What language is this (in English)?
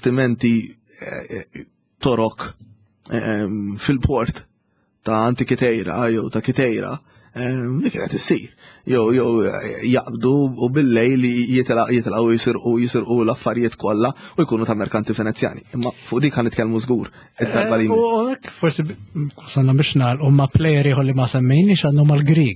Maltese